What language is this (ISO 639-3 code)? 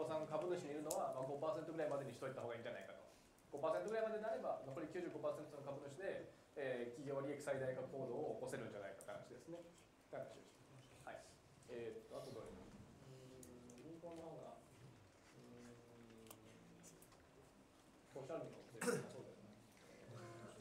jpn